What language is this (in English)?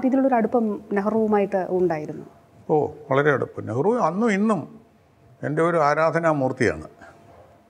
Malayalam